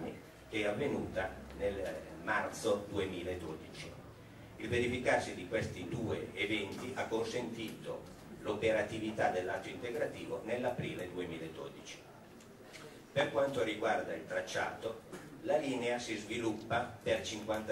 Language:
Italian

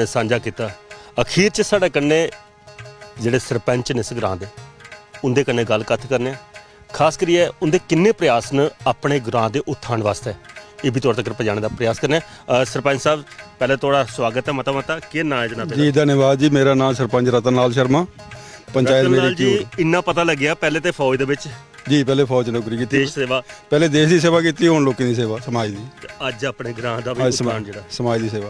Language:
Dogri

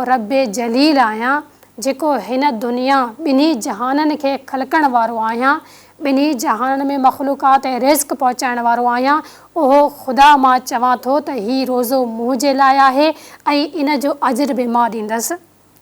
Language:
Sindhi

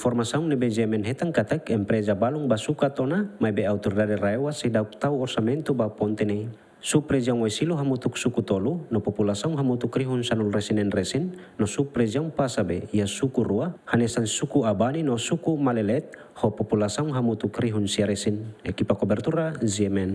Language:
Tetum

